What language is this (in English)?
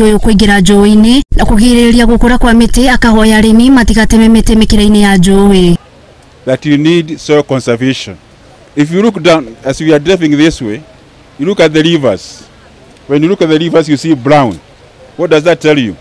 Kikuyu